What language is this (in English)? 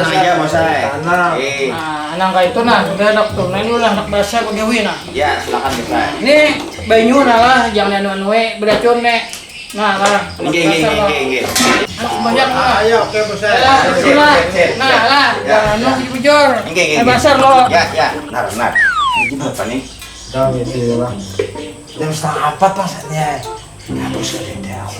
Banjar